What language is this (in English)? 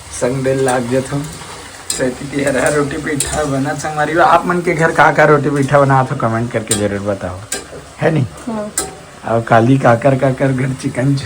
Chhattisgarhi